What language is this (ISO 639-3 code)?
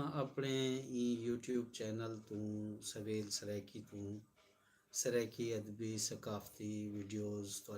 skr